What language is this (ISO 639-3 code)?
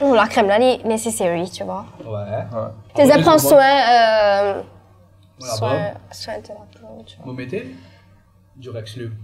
mfe